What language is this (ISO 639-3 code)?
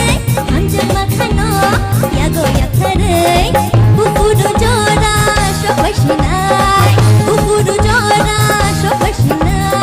trp